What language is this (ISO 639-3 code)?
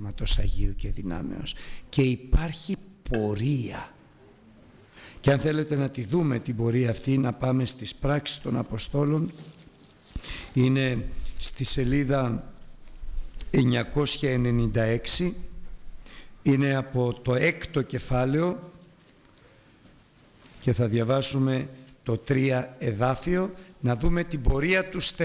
ell